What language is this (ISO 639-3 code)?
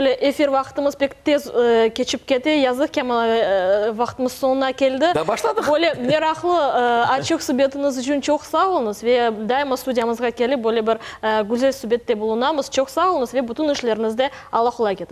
crh